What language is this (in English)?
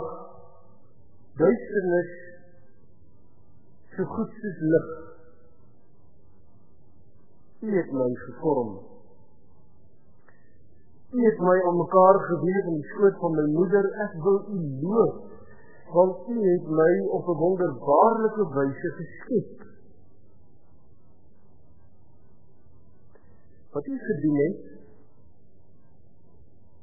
Afrikaans